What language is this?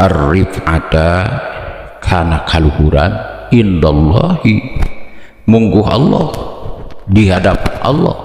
Sundanese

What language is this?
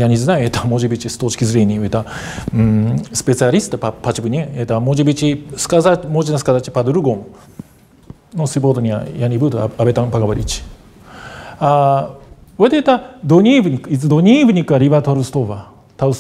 Russian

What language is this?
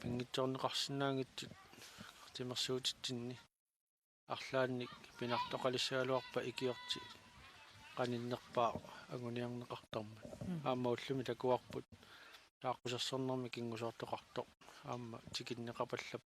Kalaallisut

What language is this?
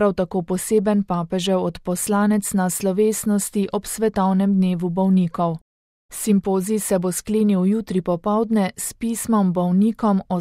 Slovenian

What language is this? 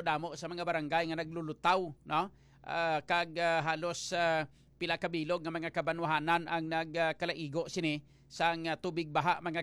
Hiligaynon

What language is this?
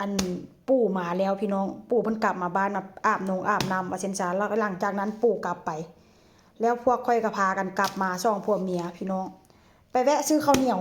Northeastern Thai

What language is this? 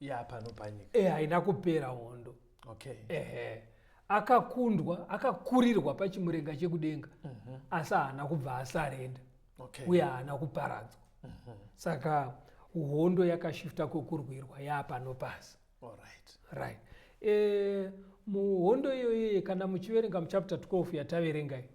Shona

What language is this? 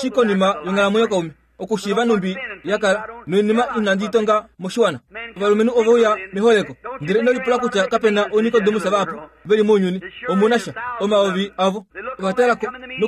Kuanyama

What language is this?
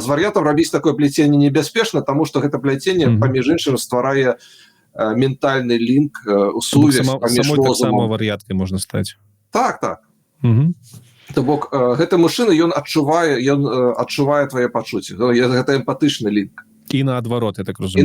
Belarusian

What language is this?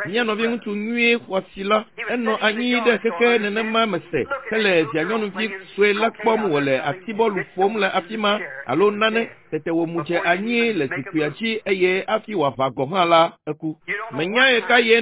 Ewe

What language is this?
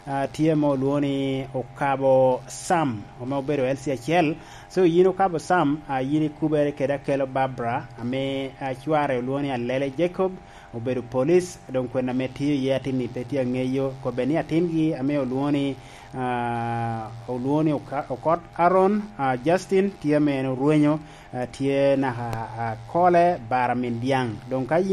Lango (Uganda)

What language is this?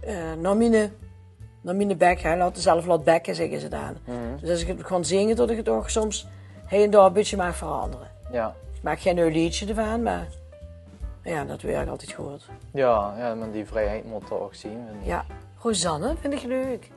Limburgish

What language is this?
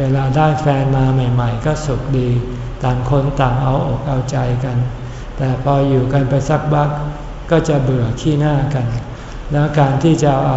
Thai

